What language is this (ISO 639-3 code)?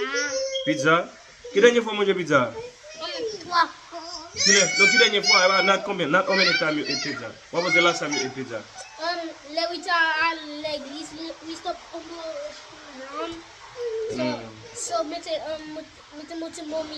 hat